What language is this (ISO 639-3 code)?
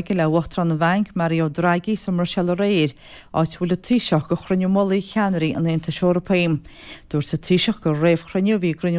gle